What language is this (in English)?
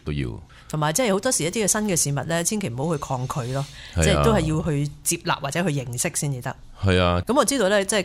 Cantonese